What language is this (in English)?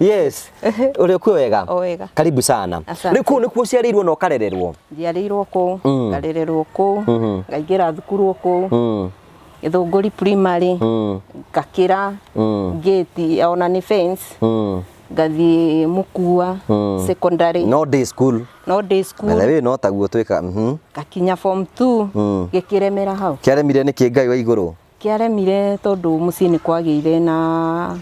Kikuyu